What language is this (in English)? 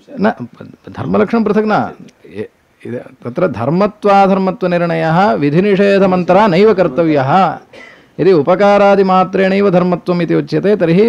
Sanskrit